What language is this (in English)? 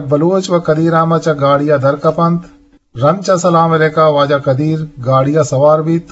Eastern Balochi